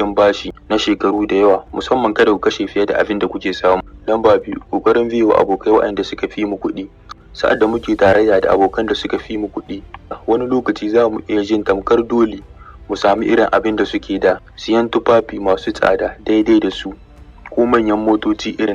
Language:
Hausa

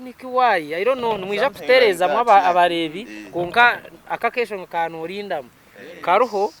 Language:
Nyankole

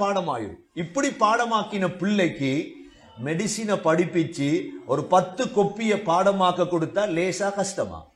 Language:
Tamil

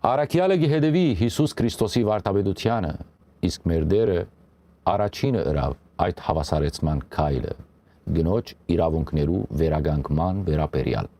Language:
Western Armenian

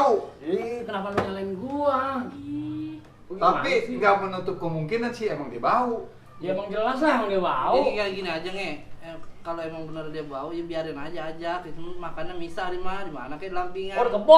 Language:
Betawi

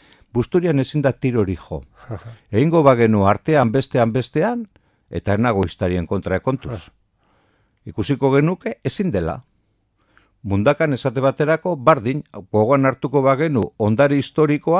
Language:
Basque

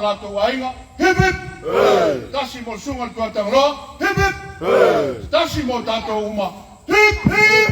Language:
Samoan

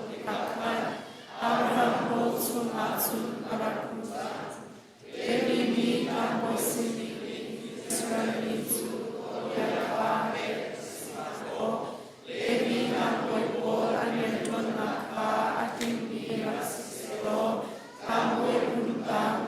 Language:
Hakha Chin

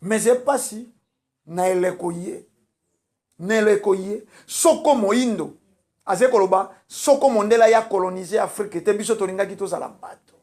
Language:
Lingala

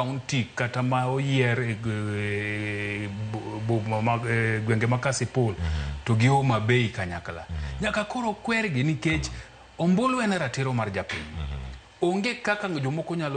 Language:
Luo (Kenya and Tanzania)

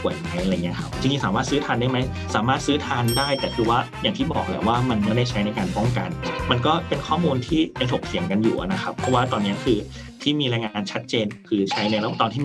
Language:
Thai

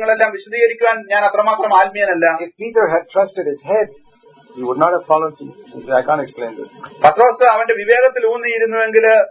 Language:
Malayalam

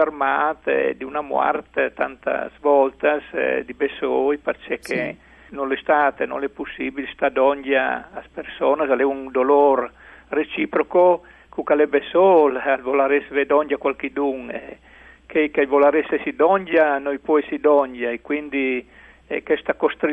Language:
Friulian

